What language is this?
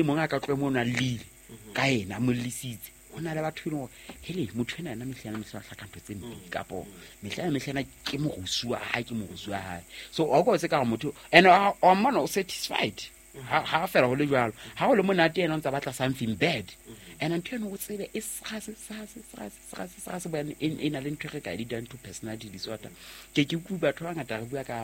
Southern Sotho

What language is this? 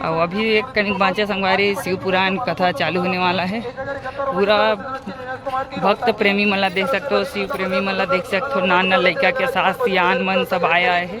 Chhattisgarhi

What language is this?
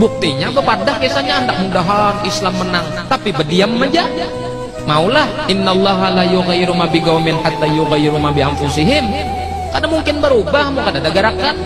Banjar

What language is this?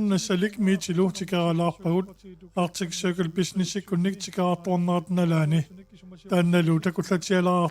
Kalaallisut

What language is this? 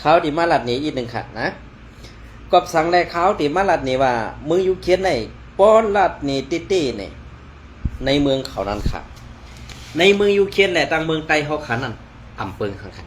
Shan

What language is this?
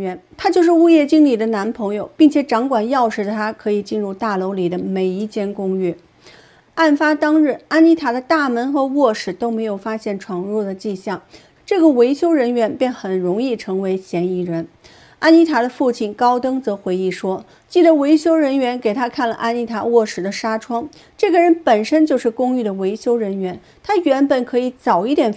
Chinese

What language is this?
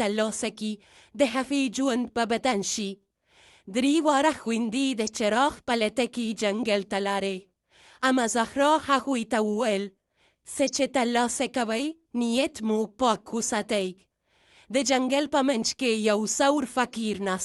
Pashto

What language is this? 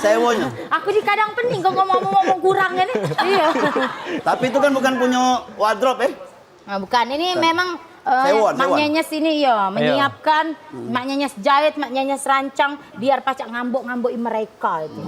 Musi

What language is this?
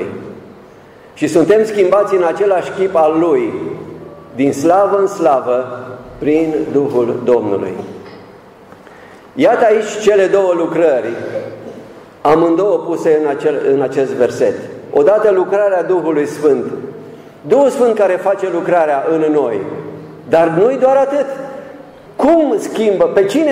Romanian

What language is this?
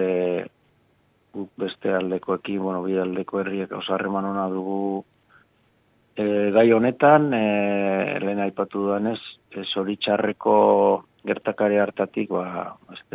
Basque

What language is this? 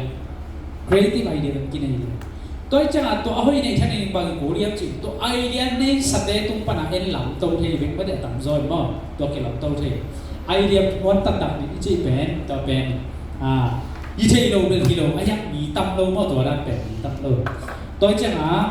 Tedim Chin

